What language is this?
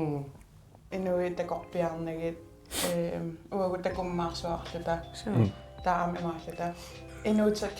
Kalaallisut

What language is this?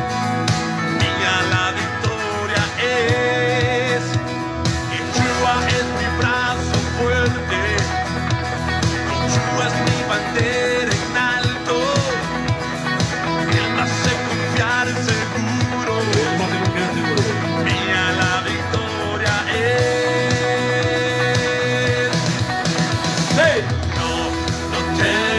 Spanish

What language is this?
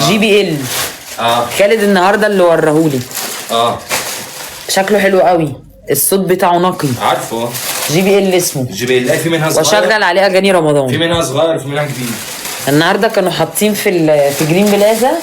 Egyptian Arabic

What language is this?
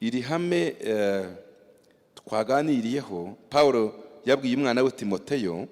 Kinyarwanda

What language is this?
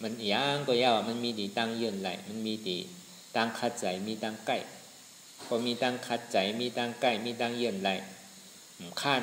Shan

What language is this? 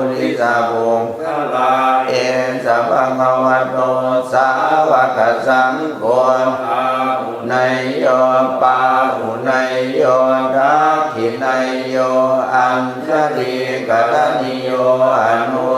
Pali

